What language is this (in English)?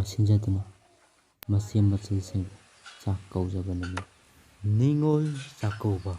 Manipuri